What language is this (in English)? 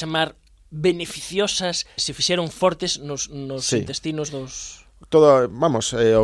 Galician